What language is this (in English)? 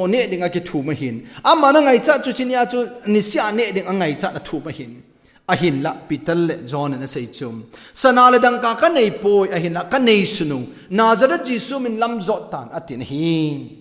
Thado Chin